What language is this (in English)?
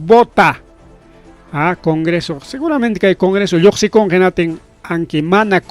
Ayacucho Quechua